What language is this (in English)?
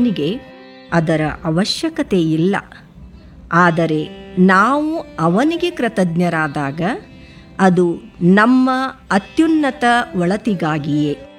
Kannada